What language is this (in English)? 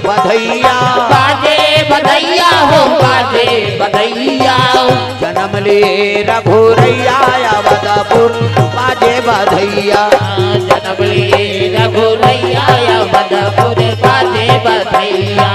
Chhattisgarhi